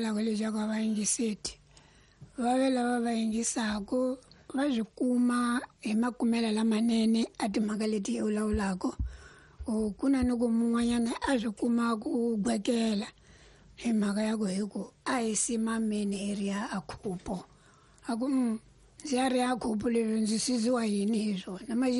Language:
Tsonga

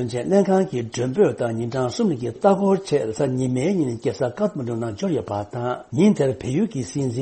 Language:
Tibetan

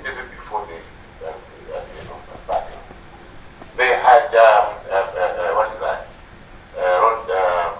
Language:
Nyanja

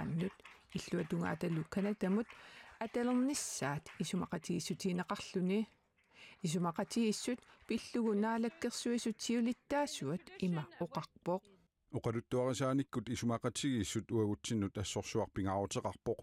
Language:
Kalaallisut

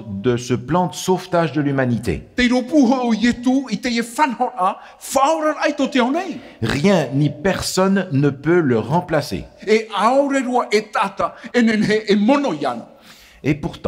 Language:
Tahitian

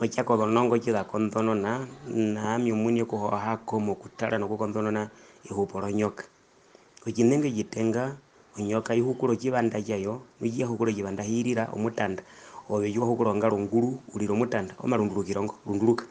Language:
Herero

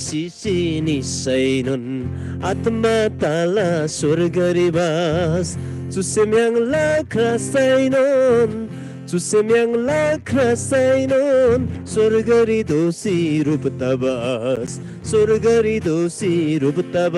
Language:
Eastern Tamang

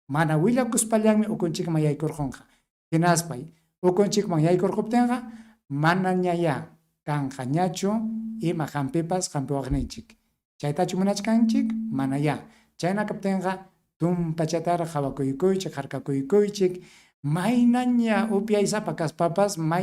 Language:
Ayacucho Quechua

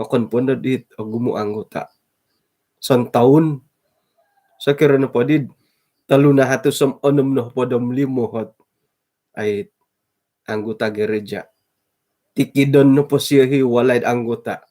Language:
Central Dusun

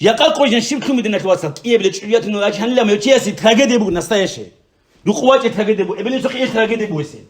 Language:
Avaric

